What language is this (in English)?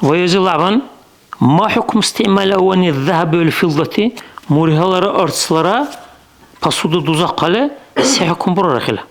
Dargwa